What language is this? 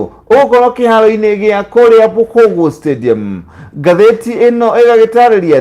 Kikuyu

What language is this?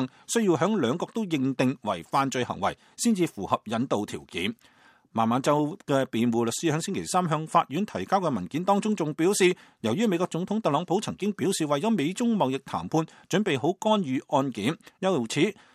Cantonese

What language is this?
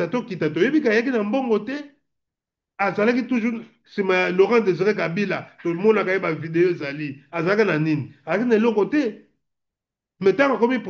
Lingala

